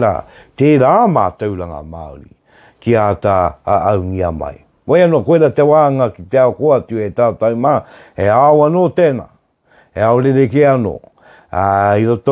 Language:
Māori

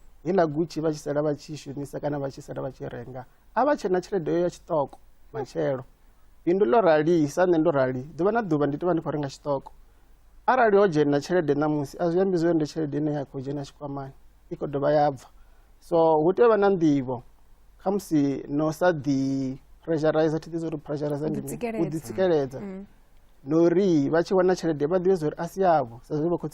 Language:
Venda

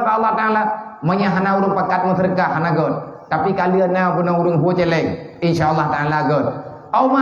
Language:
Achinese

